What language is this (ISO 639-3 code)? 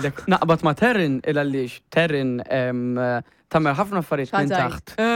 mlt